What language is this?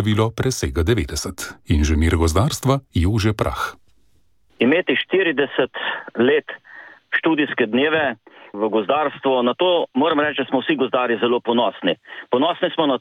Slovenian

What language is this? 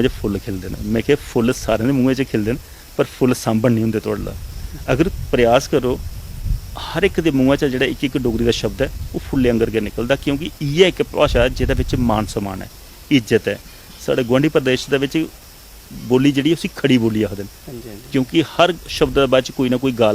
Dogri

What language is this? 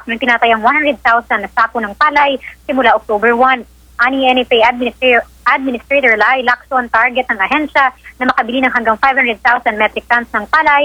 Filipino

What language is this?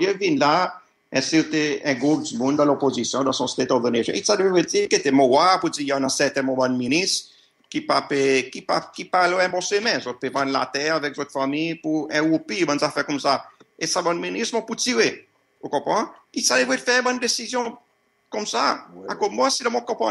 Seselwa Creole French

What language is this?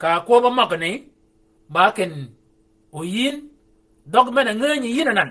Shilluk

